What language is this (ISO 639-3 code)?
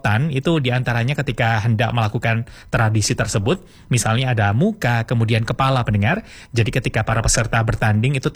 ind